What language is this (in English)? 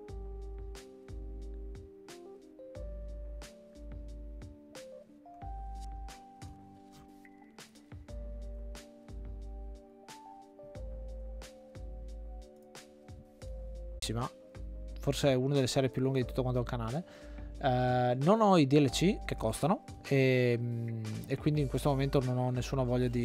Italian